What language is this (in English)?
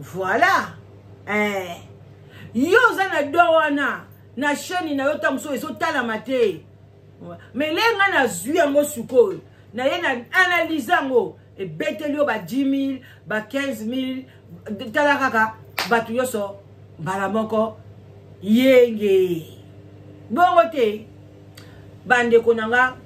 Lingala